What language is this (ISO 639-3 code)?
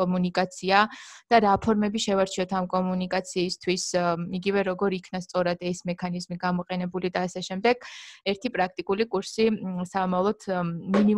kat